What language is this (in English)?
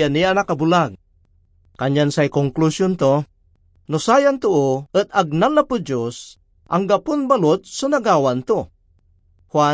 Pangasinan